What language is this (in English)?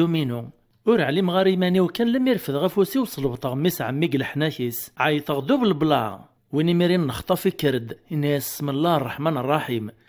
Kabyle